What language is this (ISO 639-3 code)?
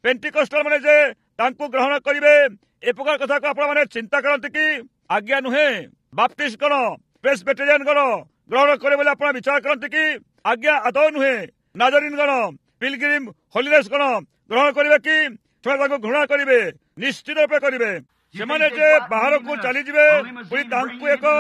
ori